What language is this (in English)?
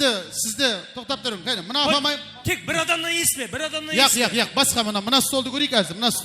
Kara-Kalpak